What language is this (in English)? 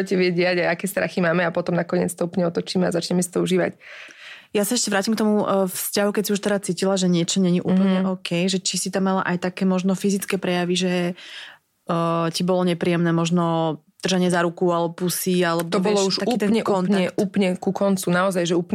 Slovak